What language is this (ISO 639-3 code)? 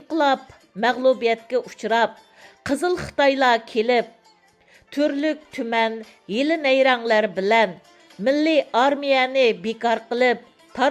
uig